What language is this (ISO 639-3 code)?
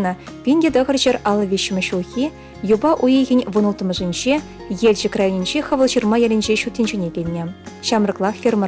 chv